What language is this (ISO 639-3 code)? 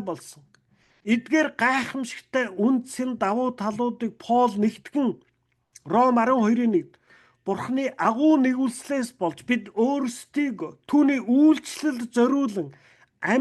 mon